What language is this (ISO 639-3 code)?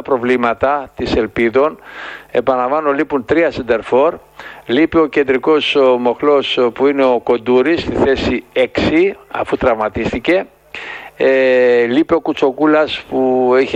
ell